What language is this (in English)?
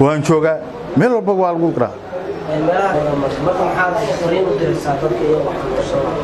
Somali